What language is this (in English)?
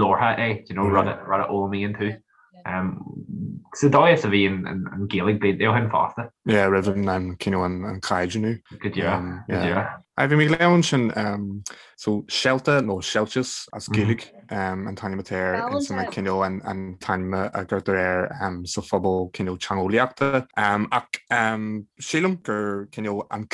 Irish